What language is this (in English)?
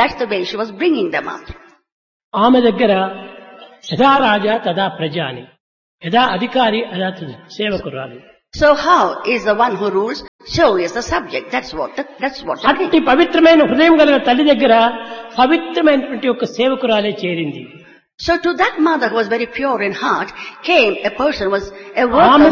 Telugu